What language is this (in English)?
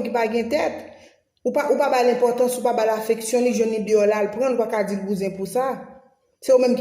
Haitian Creole